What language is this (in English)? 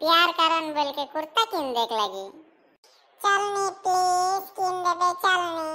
Sadri